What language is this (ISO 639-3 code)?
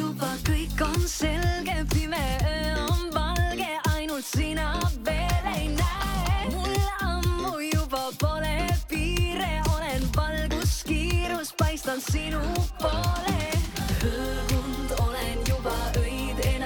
est